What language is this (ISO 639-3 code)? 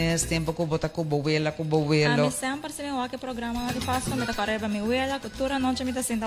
pap